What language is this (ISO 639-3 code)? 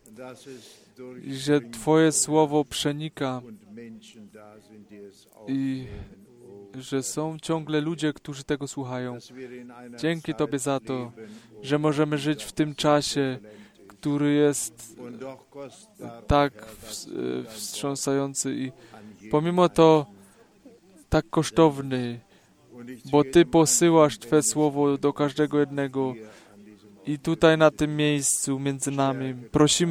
pol